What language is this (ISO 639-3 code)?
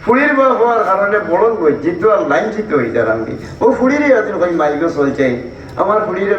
syl